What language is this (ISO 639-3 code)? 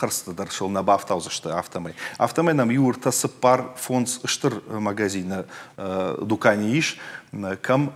oss